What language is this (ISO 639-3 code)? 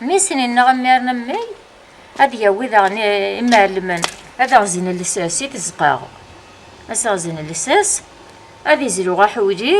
kab